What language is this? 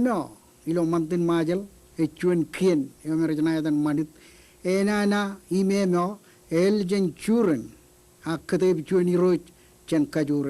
Marshallese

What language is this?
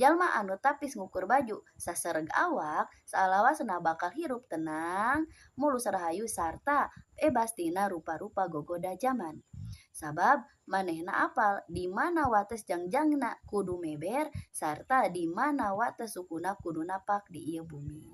Sundanese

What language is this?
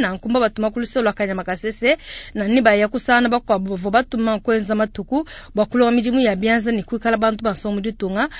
Luba-Lulua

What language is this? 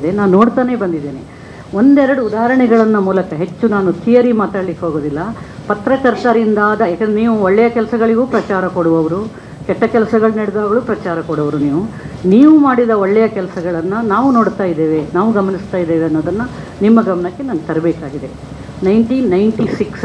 Kannada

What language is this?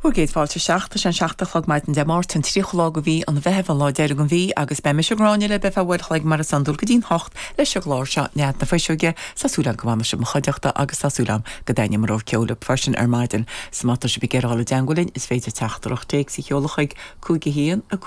Irish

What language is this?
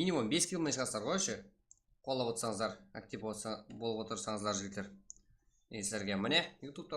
Kara-Kalpak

